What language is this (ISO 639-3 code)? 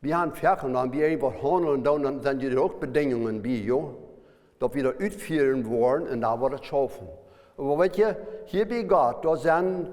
pdt